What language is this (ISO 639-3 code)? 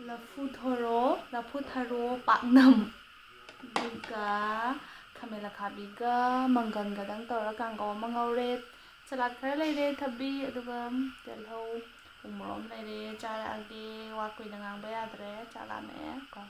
mni